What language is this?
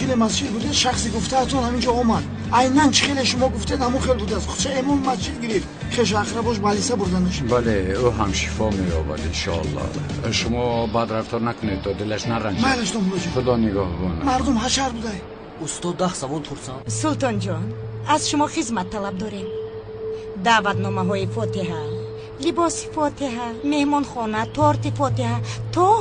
Tajik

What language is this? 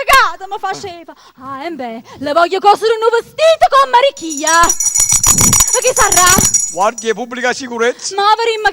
Neapolitan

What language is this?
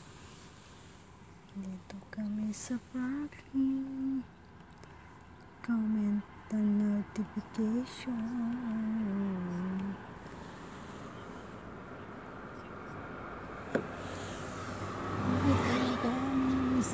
Filipino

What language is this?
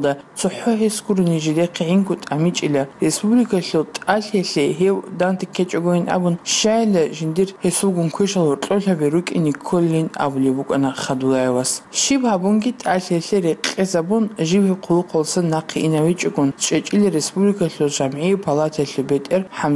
Avaric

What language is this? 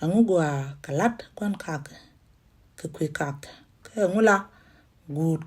Nuer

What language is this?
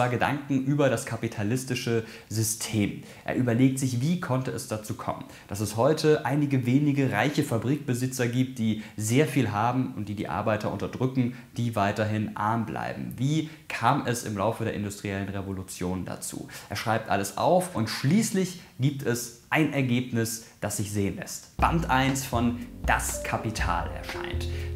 German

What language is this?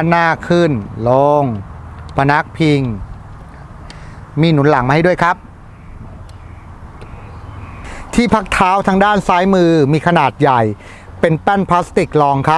Thai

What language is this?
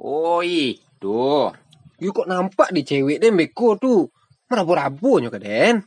Minangkabau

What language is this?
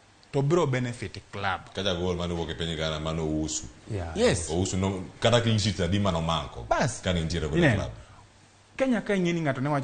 Luo (Kenya and Tanzania)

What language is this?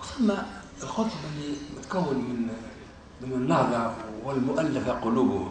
Tunisian Arabic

